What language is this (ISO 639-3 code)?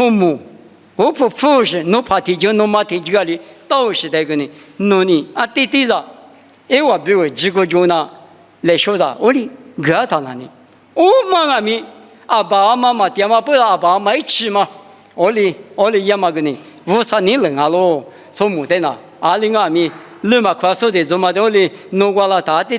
lis